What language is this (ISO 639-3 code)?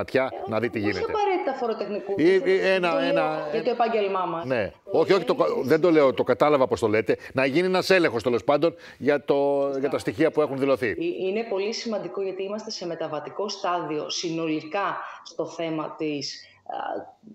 ell